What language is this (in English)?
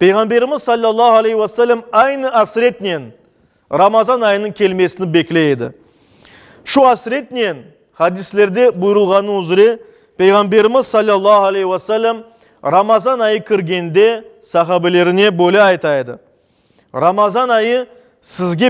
Crimean Tatar